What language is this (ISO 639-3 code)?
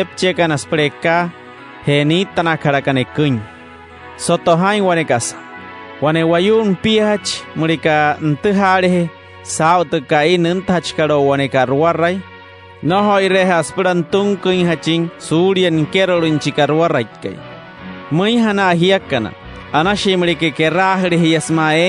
guc